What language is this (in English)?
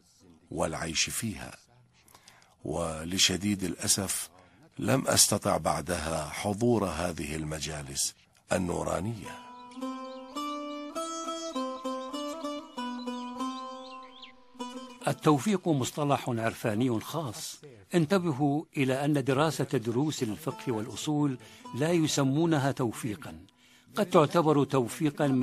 Arabic